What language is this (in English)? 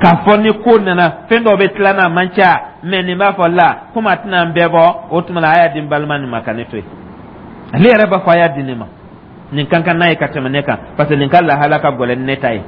Dyula